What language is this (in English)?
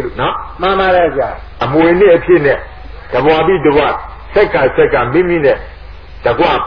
Burmese